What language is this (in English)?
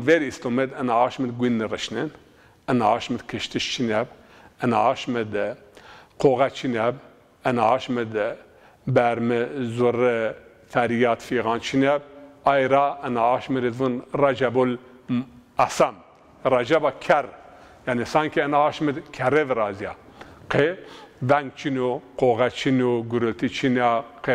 Zaza